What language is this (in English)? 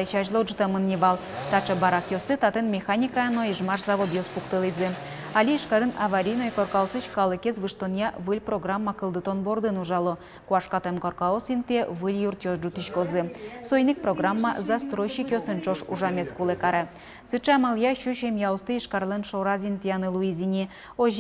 Udmurt